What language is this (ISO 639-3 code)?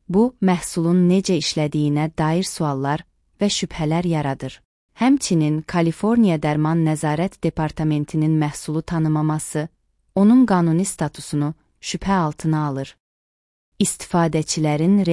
aze